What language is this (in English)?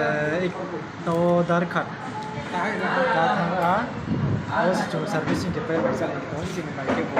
Riang (India)